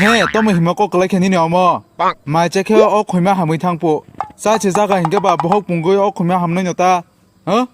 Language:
Kok Borok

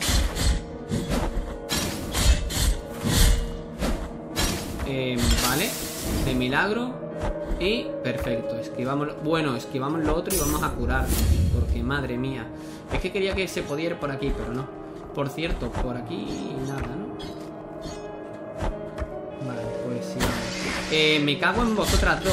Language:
Spanish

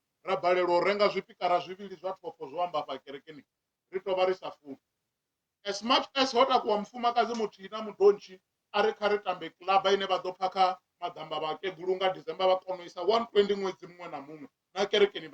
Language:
Venda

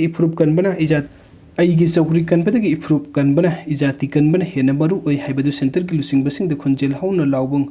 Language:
Manipuri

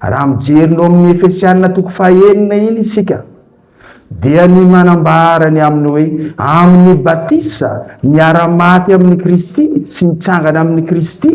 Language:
Malagasy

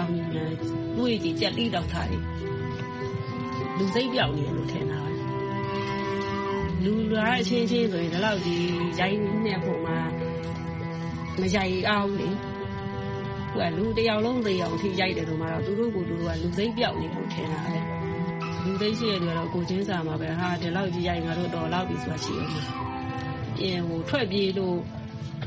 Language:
Burmese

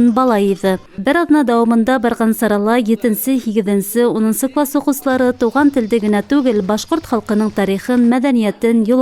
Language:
Bashkir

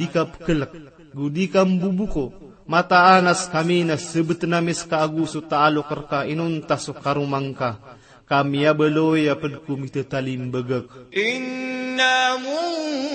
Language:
Maranao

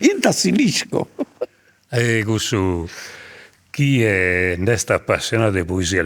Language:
Sardinian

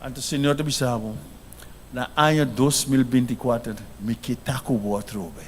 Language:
Papiamento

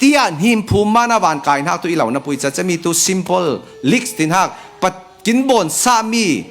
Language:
Falam Chin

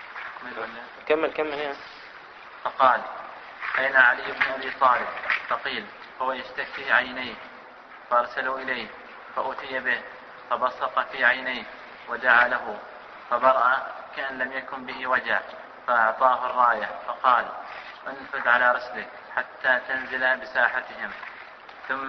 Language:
Arabic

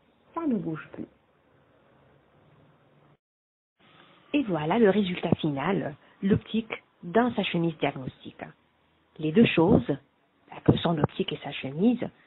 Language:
French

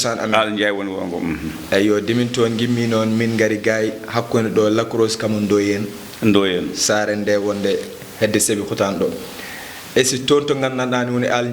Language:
Fula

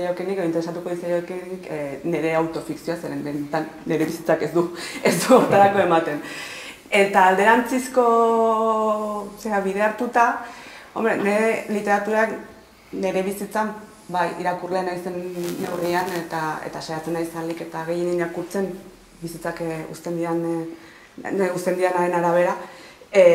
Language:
Basque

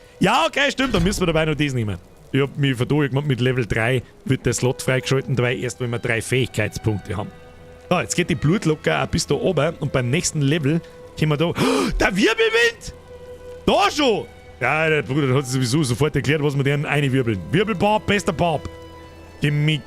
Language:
Bavarian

